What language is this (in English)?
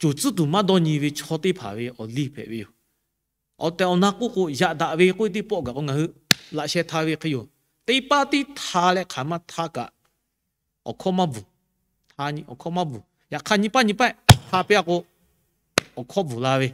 Lahu